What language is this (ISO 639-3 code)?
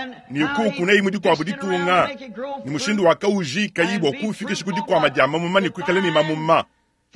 lua